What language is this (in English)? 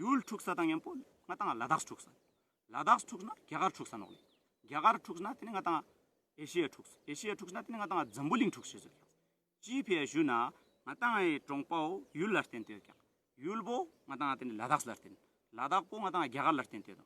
Ladakhi